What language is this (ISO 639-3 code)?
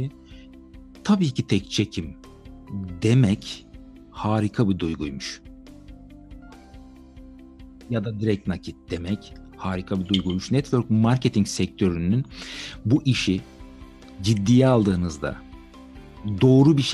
tur